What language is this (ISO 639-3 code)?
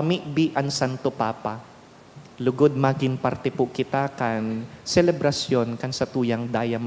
bik